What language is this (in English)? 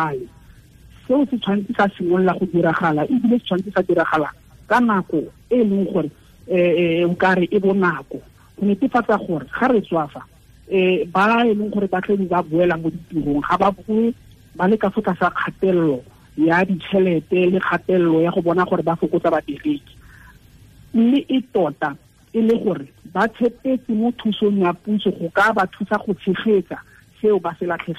Tswana